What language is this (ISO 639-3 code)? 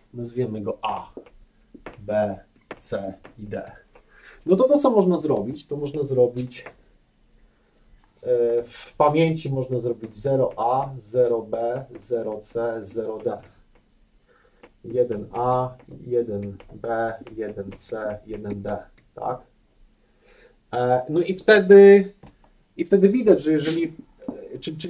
pol